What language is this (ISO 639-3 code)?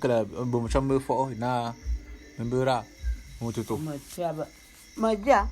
bum